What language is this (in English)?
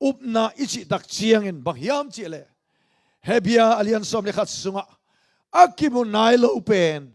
Tedim Chin